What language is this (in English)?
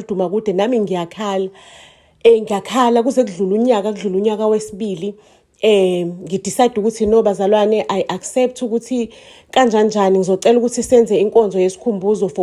Zulu